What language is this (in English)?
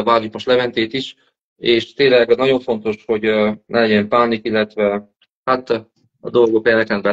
Hungarian